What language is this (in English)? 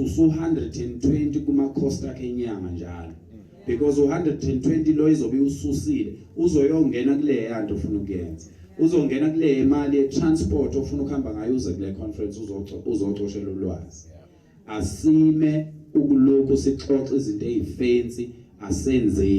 Zulu